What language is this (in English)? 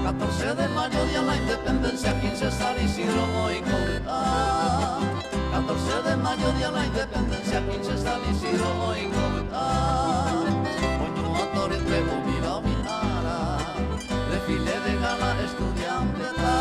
Guarani